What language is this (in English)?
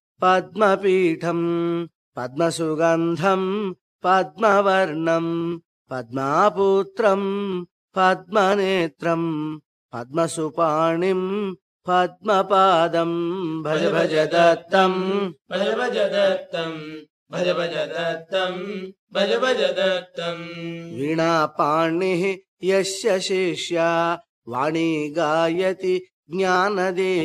Sanskrit